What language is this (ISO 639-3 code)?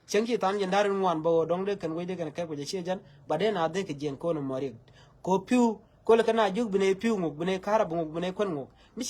nus